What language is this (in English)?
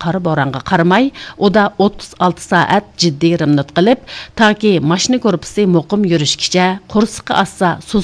Uyghur